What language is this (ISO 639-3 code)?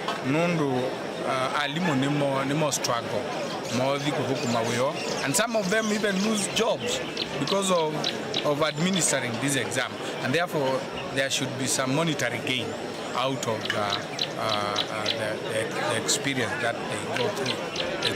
kam